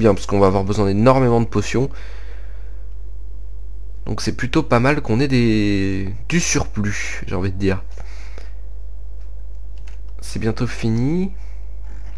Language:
French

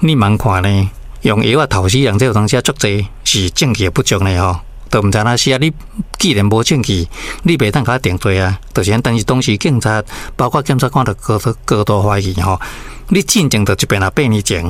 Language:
Min Nan Chinese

